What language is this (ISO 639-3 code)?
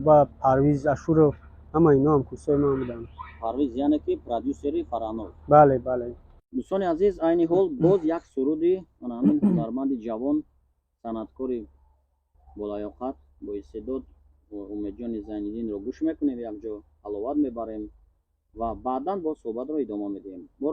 tgk